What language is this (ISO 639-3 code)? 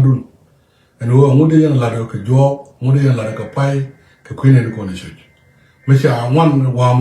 nus